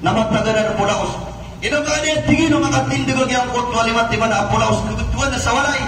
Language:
Maranao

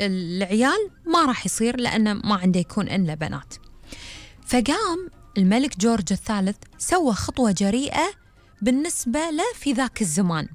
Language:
Gulf Arabic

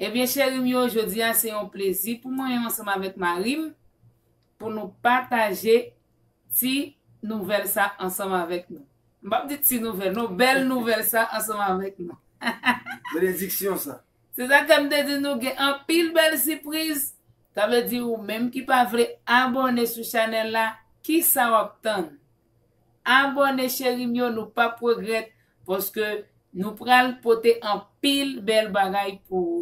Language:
Haitian Creole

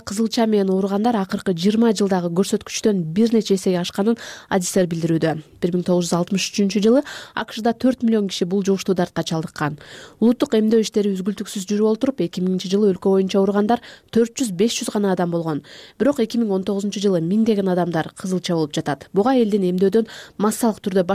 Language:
Kyrgyz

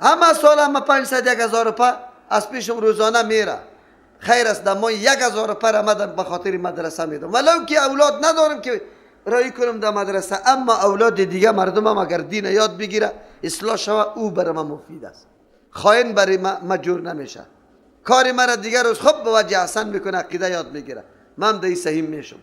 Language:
Persian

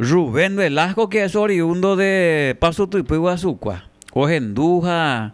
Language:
Guarani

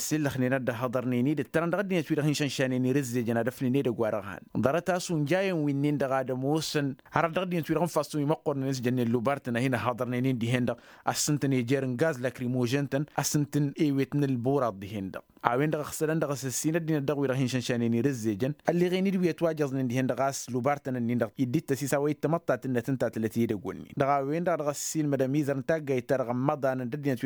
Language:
Tamasheq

